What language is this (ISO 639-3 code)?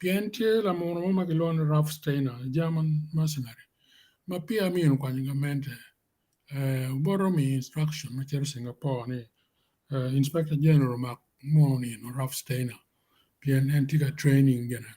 ach